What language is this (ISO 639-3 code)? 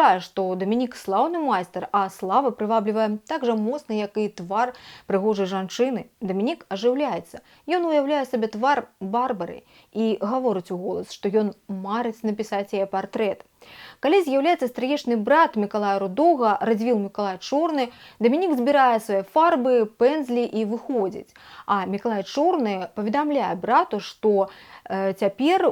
bel